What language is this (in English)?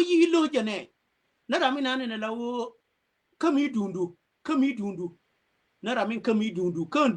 Nuer